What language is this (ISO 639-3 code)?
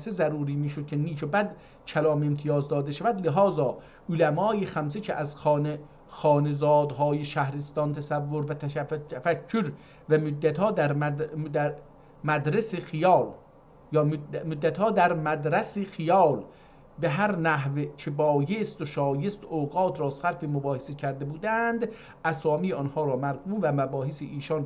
azb